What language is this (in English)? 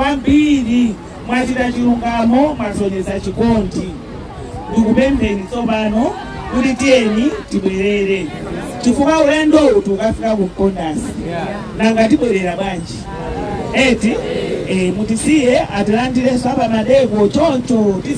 Nyanja